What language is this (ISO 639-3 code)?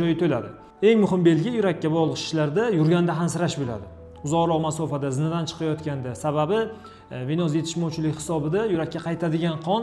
uzb